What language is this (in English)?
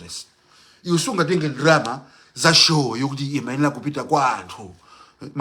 Nyanja